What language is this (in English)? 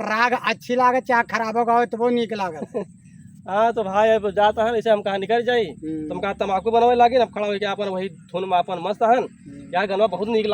Awadhi